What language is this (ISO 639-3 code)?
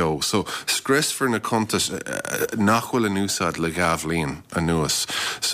gle